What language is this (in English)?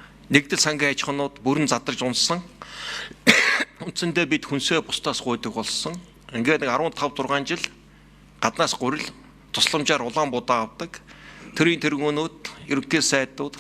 Mongolian